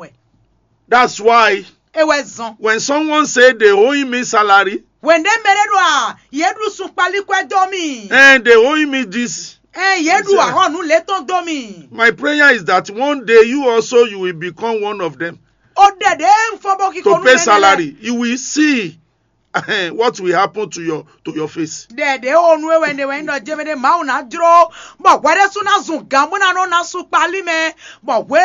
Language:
Fon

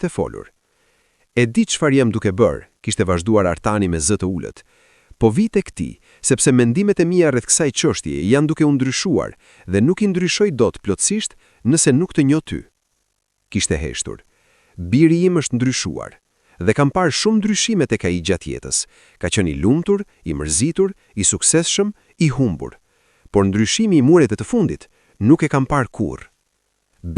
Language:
Albanian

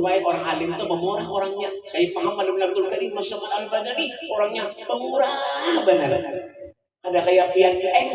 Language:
Banjar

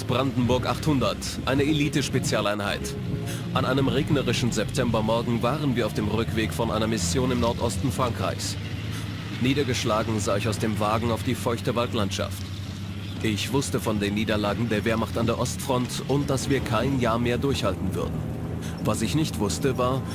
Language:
Bavarian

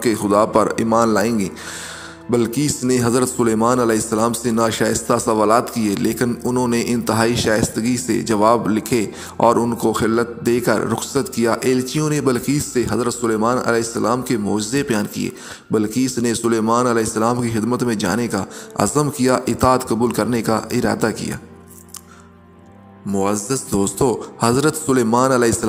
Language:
Urdu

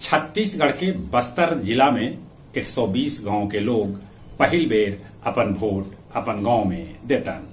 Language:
Magahi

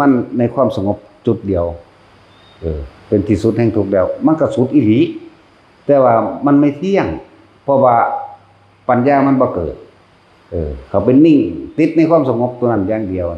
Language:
Northeastern Thai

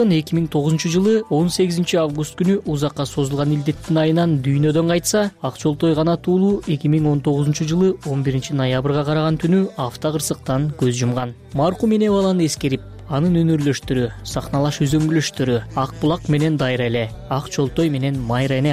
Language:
Kyrgyz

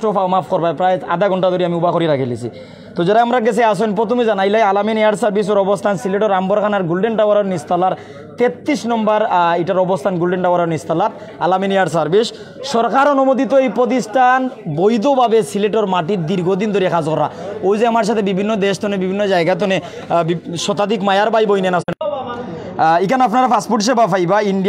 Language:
Sylheti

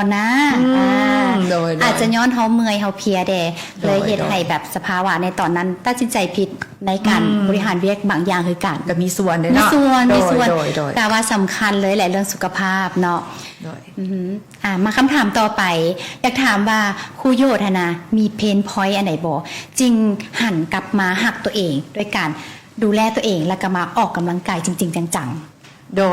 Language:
Lao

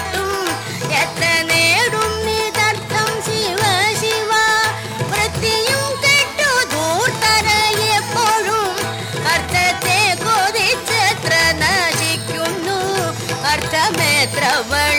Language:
Malayalam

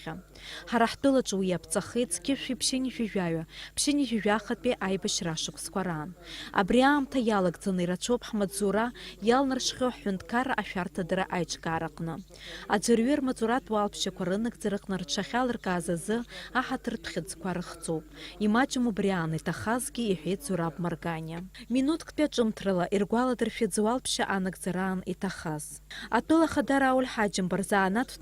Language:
Abkhazian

